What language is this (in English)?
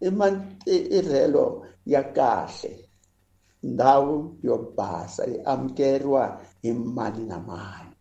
Tsonga